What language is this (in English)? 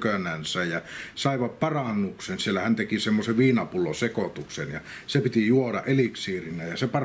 Finnish